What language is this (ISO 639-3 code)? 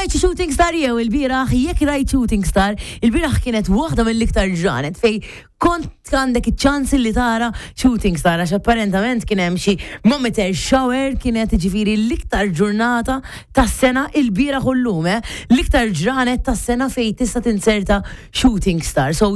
mlt